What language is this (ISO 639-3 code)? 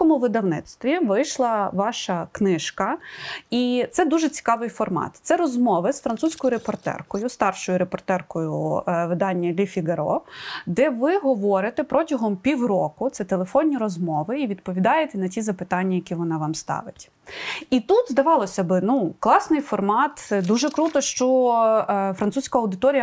ukr